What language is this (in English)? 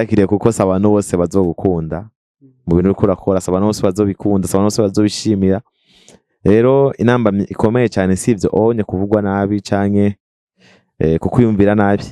Rundi